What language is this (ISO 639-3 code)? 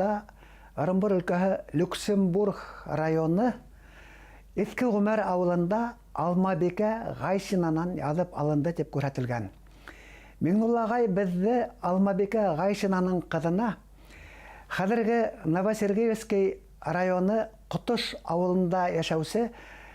bak